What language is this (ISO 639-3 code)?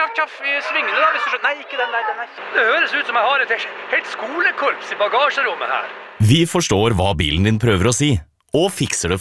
nor